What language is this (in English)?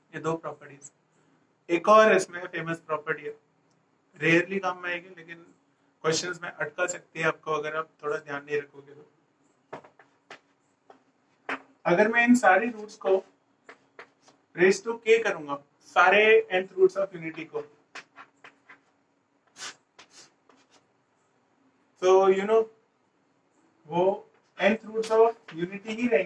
Hindi